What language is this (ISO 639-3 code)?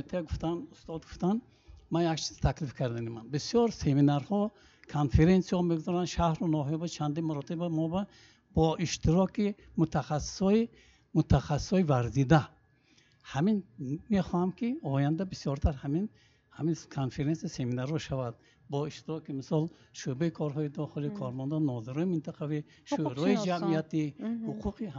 tgk